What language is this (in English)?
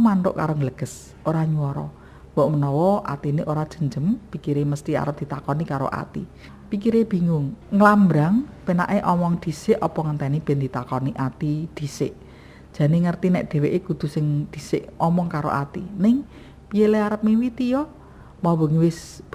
Javanese